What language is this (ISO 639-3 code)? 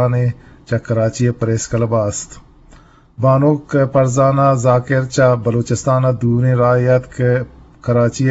bgp